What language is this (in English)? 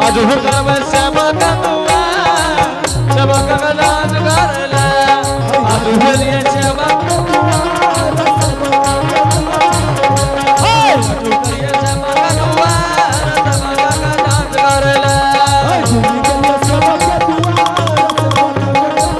Angika